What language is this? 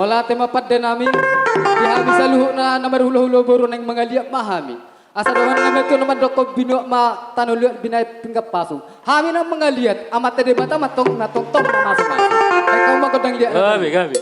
Batak Toba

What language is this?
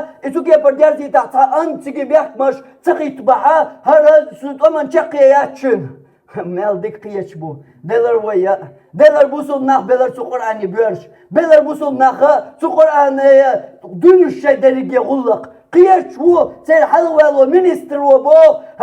Chechen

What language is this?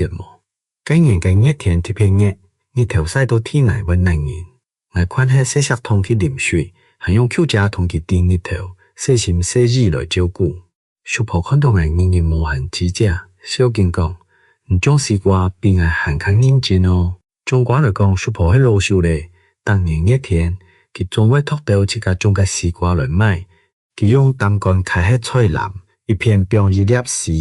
Hakka Chinese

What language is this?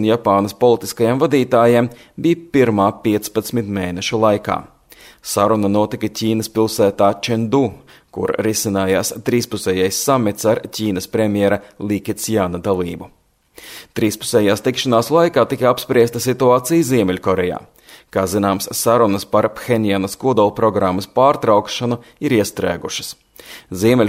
Latvian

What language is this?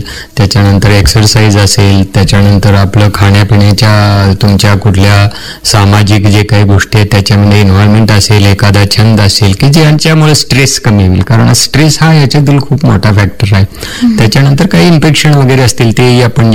Marathi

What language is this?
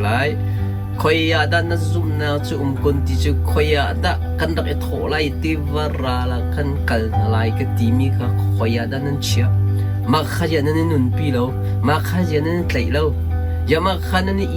Hakha Chin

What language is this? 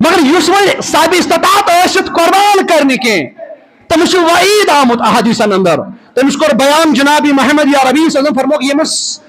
Kashmiri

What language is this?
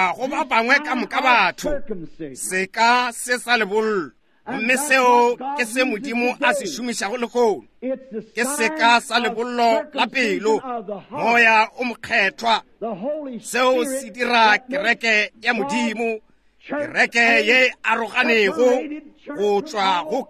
Northern Sotho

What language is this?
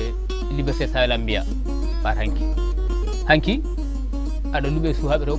Fula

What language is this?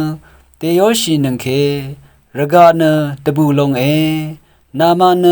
Rawang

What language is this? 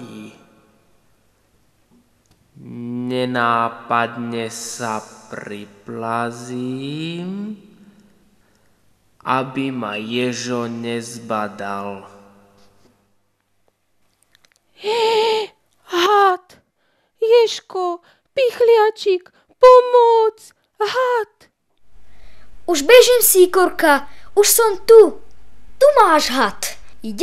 Slovak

